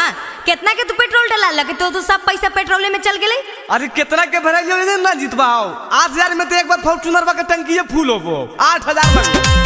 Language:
Magahi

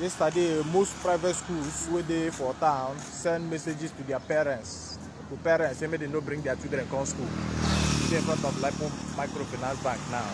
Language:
Nigerian Pidgin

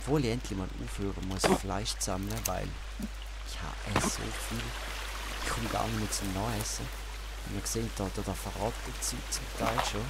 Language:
Swiss German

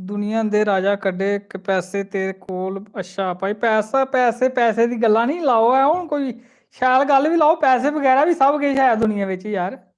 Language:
Dogri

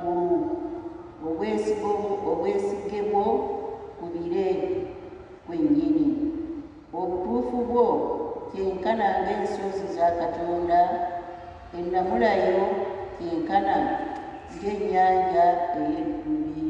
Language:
Ganda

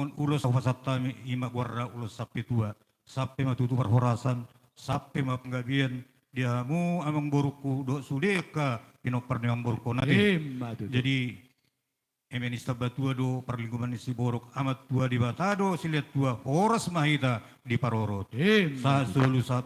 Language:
Batak Toba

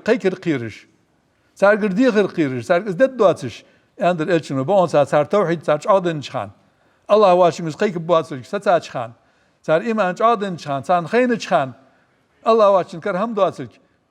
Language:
Ingush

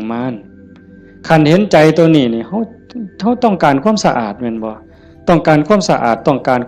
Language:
Northeastern Thai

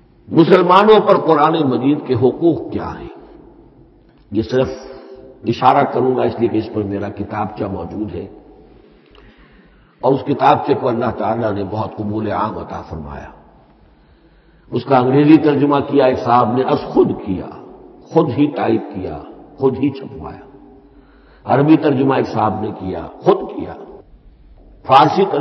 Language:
Urdu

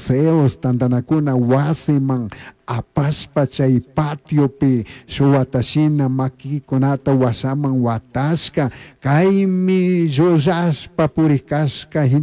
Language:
Chimborazo Highland Quichua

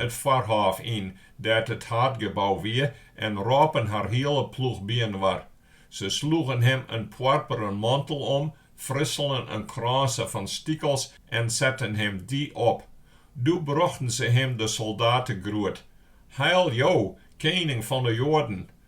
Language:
Western Frisian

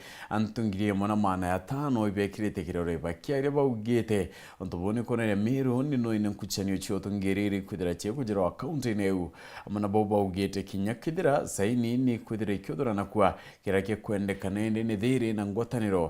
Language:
Meru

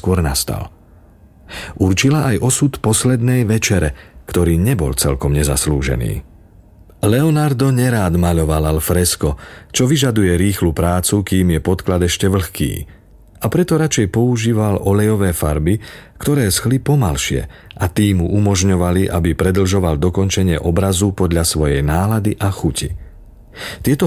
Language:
Slovak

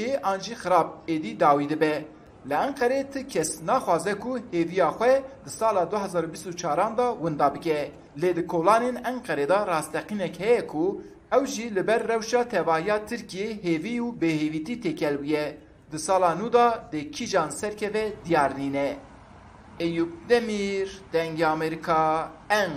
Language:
Kurdish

